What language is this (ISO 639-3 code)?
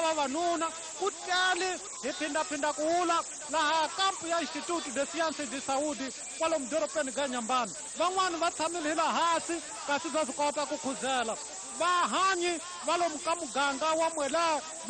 tso